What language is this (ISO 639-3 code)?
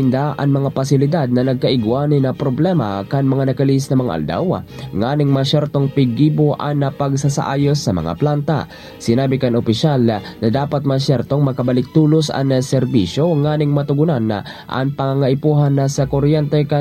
bik